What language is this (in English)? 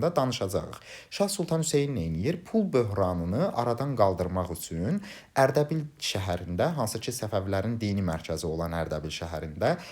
Azerbaijani